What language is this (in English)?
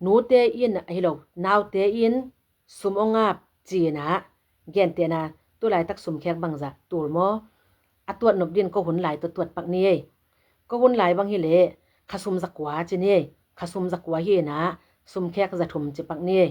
Tedim Chin